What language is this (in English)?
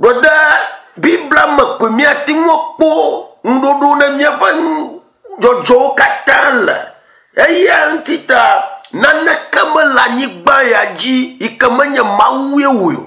Ewe